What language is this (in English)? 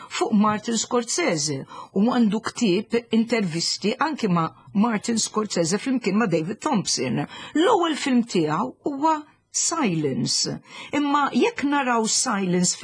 Maltese